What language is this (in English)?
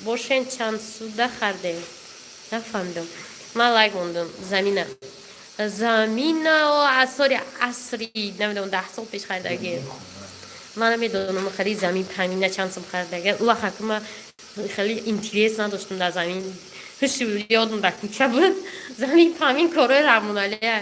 Tajik